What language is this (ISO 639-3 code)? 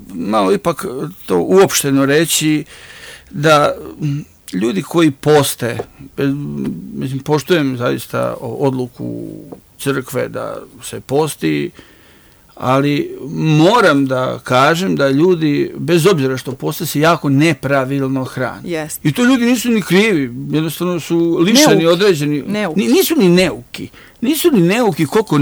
srp